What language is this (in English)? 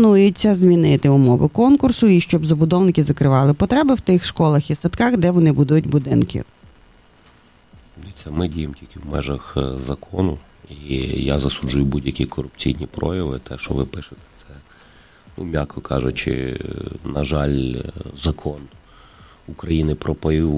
Ukrainian